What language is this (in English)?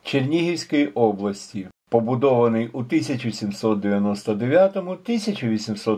Ukrainian